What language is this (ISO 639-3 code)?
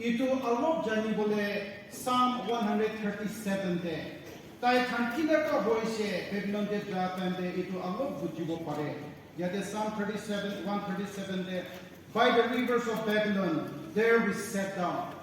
nag